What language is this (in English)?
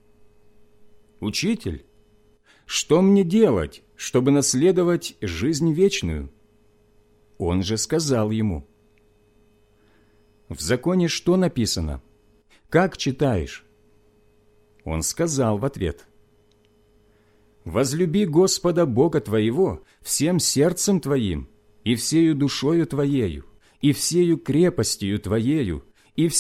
Russian